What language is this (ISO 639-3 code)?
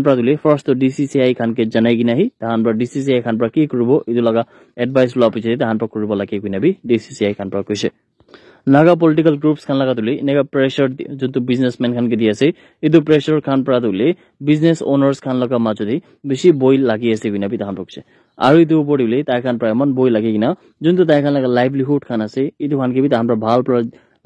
nag